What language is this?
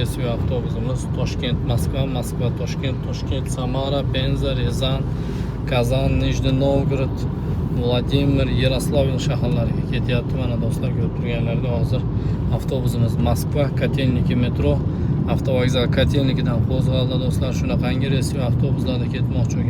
Uzbek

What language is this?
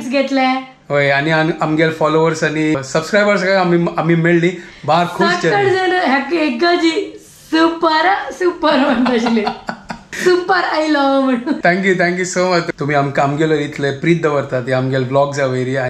Konkani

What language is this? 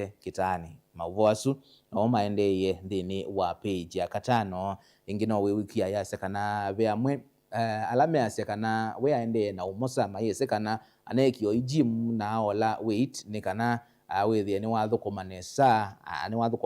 Kamba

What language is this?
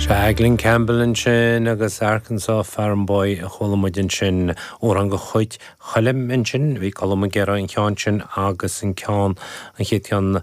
Irish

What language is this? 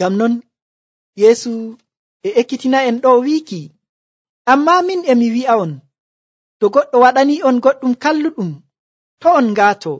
Nigerian Fulfulde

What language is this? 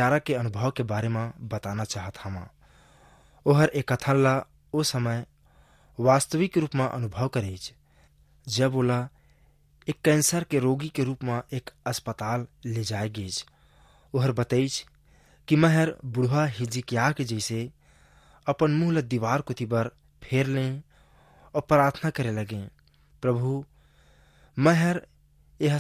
Chhattisgarhi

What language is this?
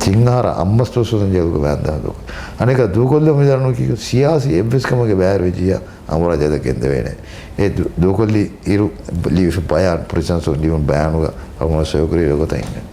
Divehi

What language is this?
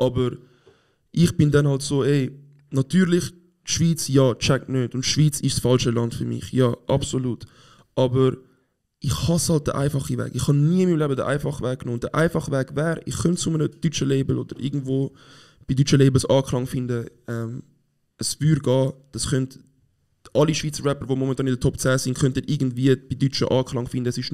Swiss German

